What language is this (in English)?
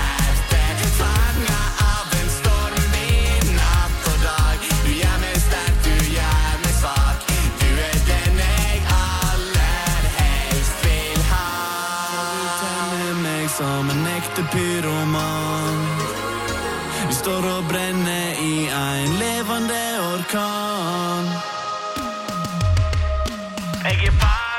Norwegian